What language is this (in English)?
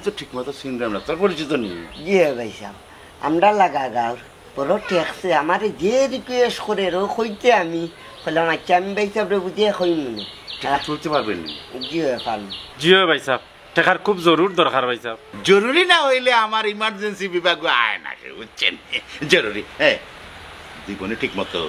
Sylheti